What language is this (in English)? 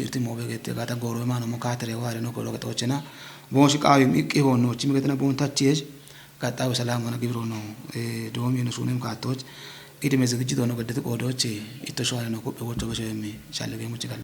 Kafa